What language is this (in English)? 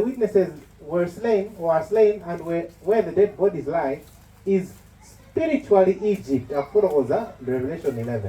Nyanja